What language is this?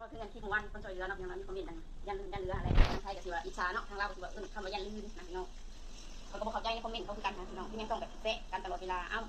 Lao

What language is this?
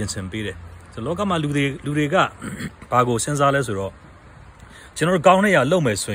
Burmese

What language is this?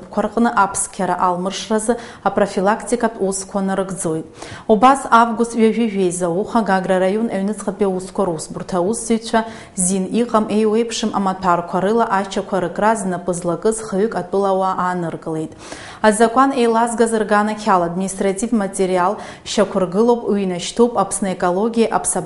Abkhazian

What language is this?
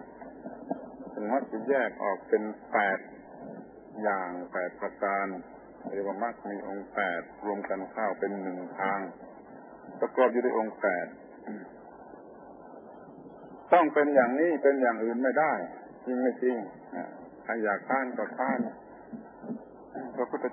Thai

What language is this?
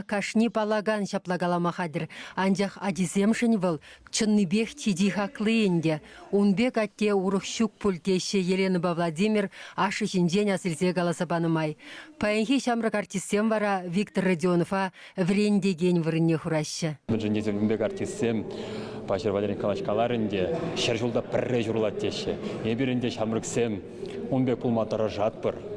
Chuvash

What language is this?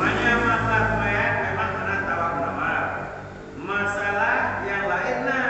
Achinese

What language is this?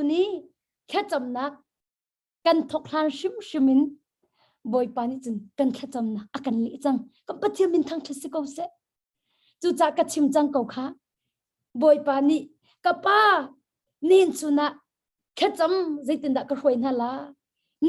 Hakha Chin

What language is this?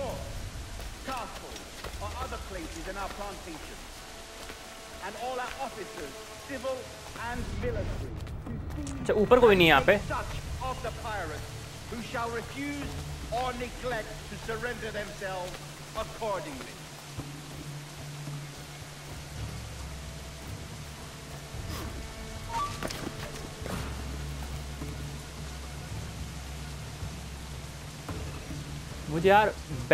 Hindi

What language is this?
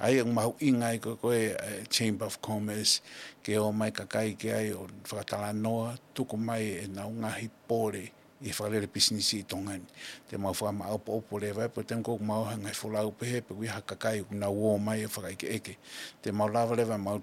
Tongan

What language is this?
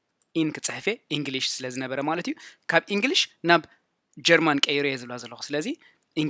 Tigrinya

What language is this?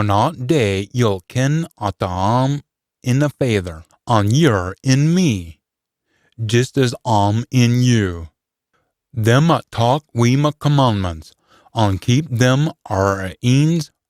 Scots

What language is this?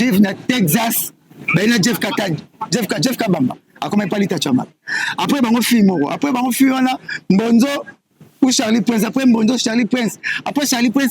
Lingala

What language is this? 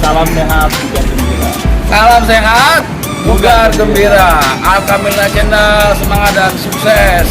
Betawi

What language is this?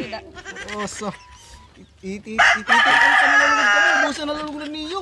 Waray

